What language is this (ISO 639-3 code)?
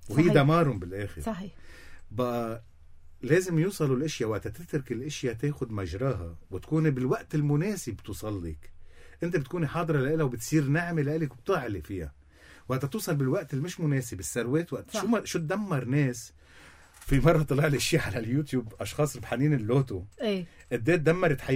apc